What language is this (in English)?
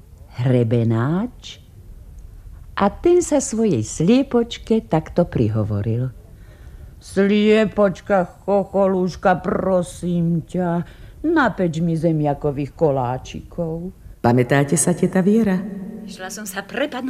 Slovak